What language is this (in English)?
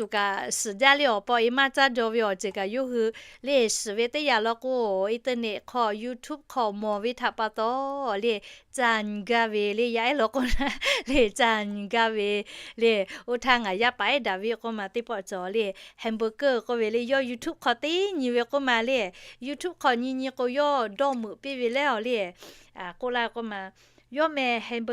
Lahu